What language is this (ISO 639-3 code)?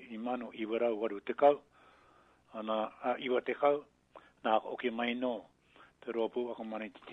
mri